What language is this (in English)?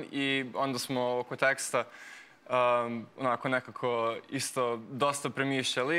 Serbian